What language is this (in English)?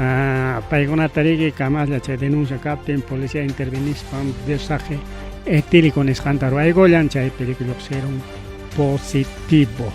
Ayacucho Quechua